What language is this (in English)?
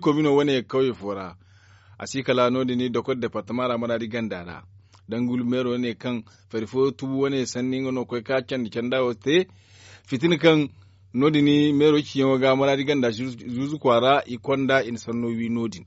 Zarma